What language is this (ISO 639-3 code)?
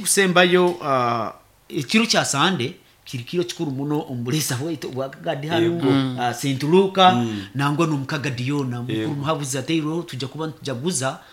nyn